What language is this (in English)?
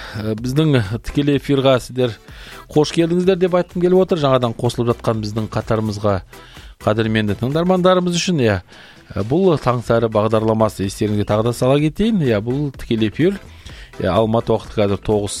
Kazakh